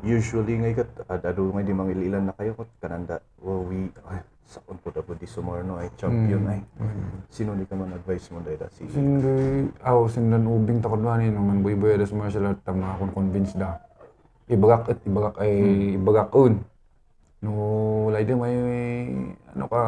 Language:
Kankanaey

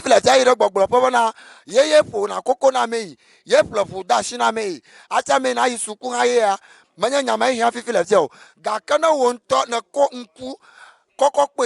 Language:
Ewe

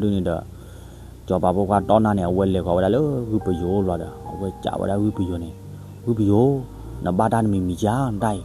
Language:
S'gaw Karen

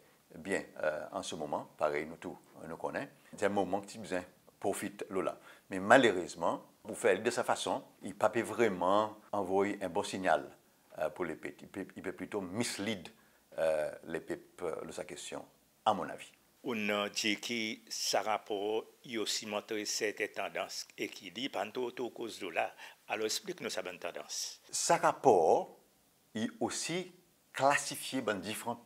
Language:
Seselwa Creole French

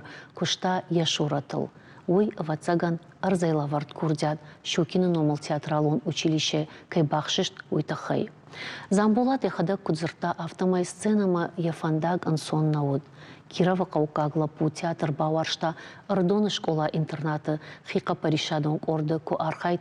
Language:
Ossetic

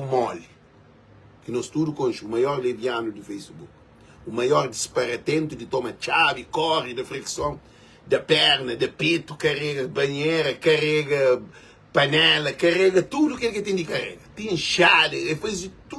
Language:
Kabuverdianu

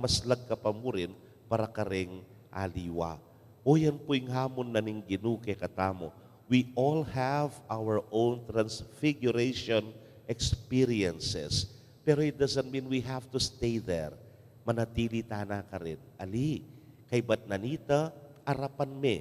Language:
Pampanga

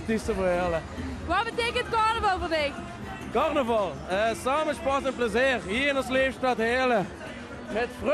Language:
Limburgish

